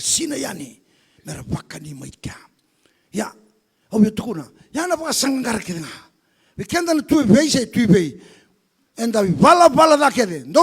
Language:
Fijian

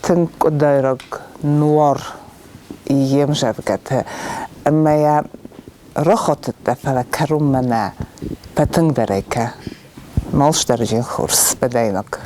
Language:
Ossetic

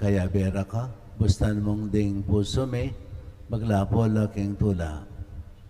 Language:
Pampanga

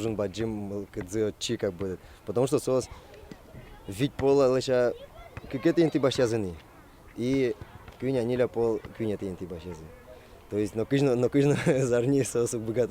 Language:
Udmurt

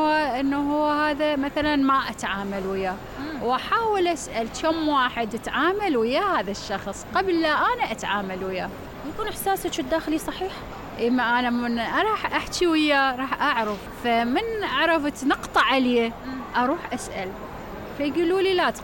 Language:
Mesopotamian Arabic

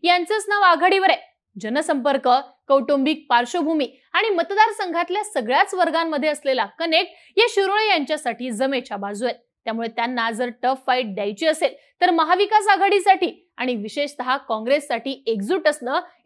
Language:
Marathi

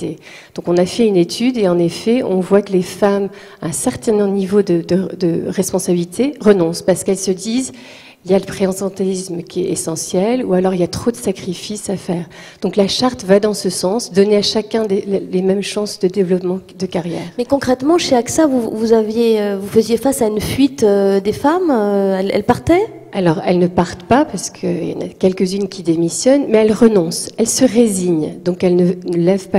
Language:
French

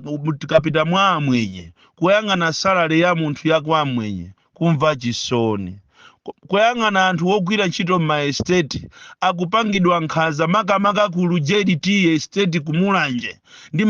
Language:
Nyanja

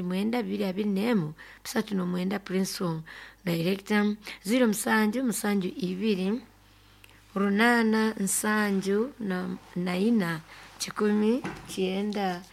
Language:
Nyoro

